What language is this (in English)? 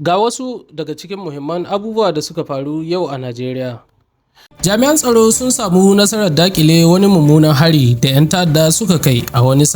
Hausa